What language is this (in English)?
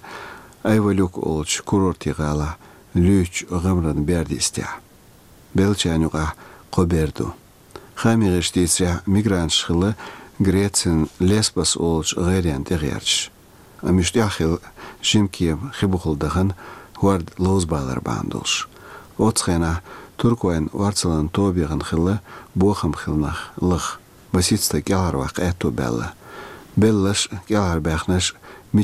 Chechen